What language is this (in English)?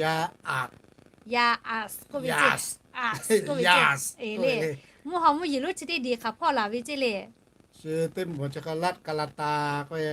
Lahu